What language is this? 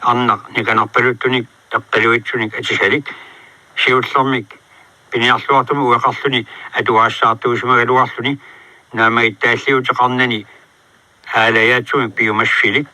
Kalaallisut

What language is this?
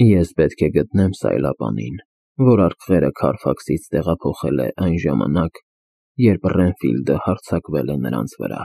Armenian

